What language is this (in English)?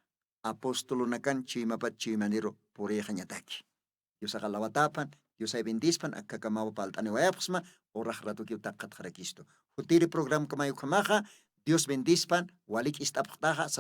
Aymara